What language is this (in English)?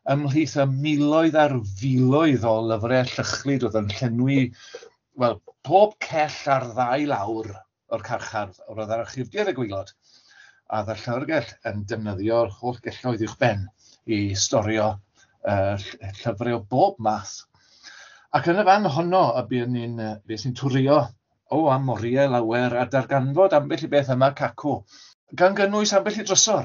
Welsh